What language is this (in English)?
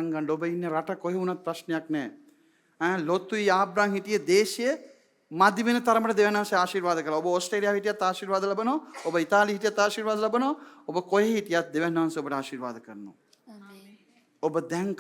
Sinhala